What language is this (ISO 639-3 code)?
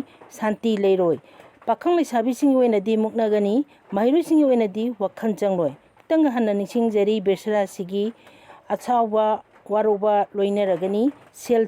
mni